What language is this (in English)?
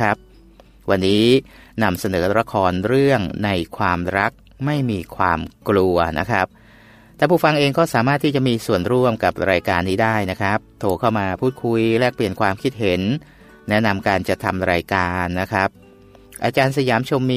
Thai